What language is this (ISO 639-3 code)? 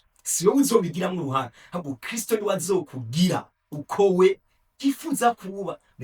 run